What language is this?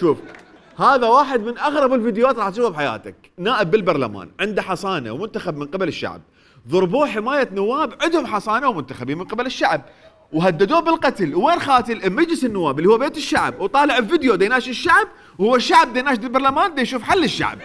Mesopotamian Arabic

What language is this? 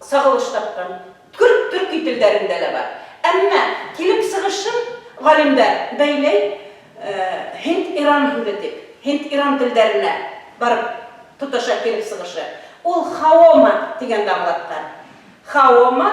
Bashkir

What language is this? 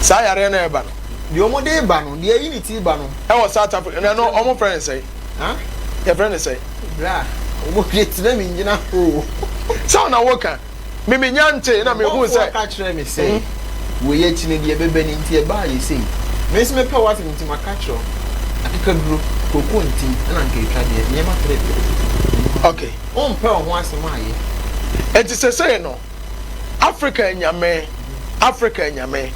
Akan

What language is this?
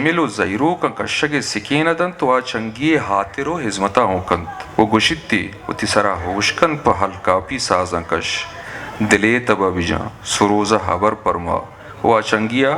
Eastern Balochi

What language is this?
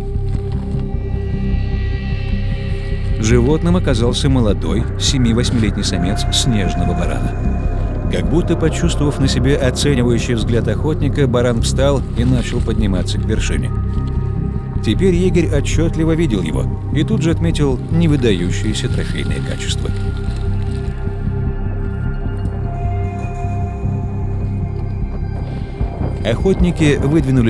Russian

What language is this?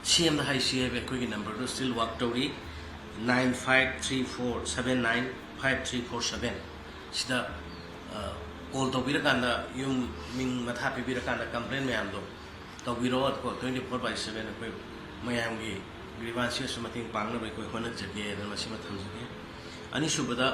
Manipuri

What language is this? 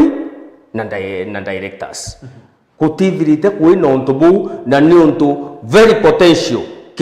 Meru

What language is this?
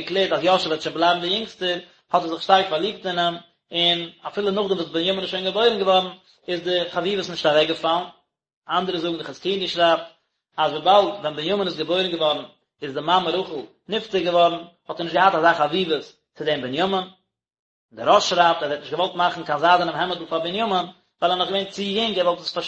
Yiddish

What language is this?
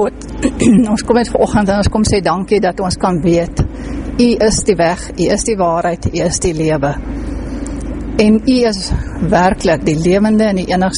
Afrikaans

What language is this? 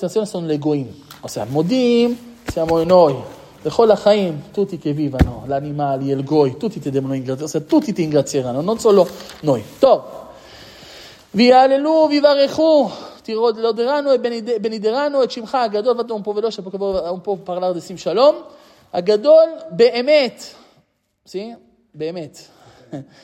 Italian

